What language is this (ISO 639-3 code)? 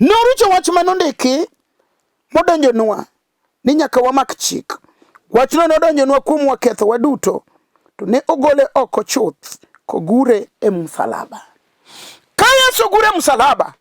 luo